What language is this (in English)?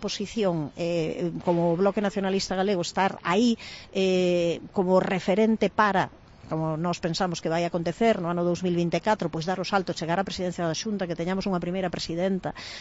Galician